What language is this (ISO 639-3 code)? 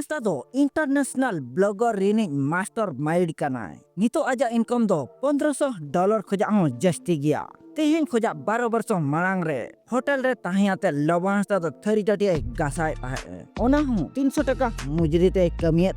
sat